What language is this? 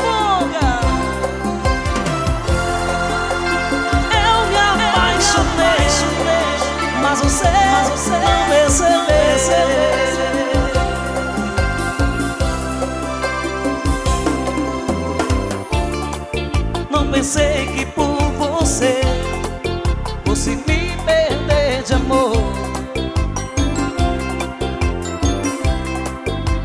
Portuguese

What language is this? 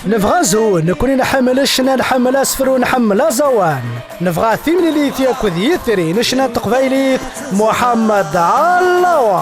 Kabyle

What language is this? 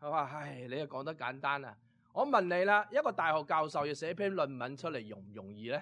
Cantonese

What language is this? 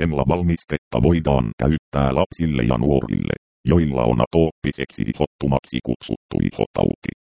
Finnish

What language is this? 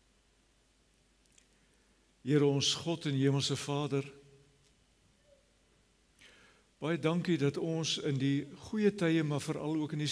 Afrikaans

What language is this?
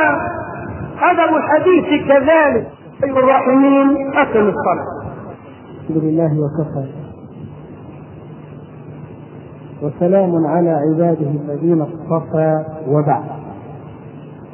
Arabic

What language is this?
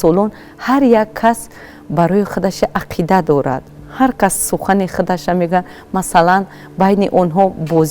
Tajik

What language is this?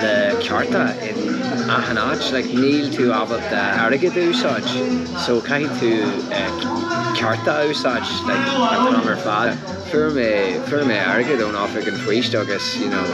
Irish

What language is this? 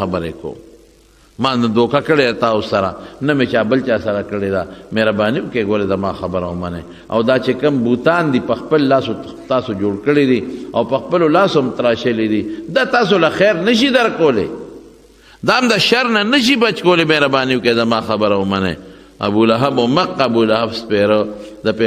Pashto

